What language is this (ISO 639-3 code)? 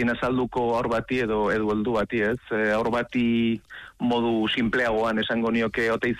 eus